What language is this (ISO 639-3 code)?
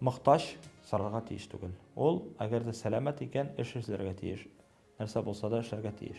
tat